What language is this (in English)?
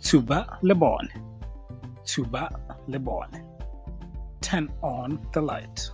Tswana